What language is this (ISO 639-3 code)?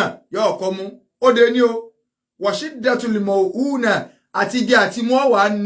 yor